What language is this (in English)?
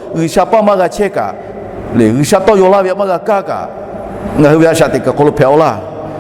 Lahu